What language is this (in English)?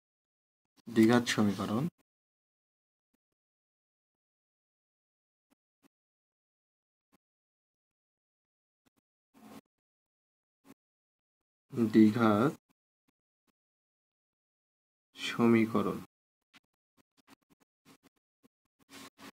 Bangla